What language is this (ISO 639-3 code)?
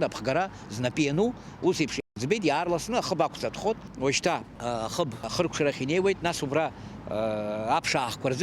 abk